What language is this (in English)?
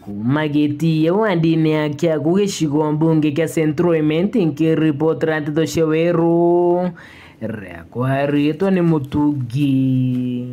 Meru